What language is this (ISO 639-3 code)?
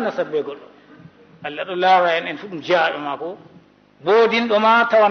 ful